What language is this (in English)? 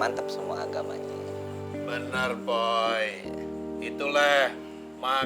Betawi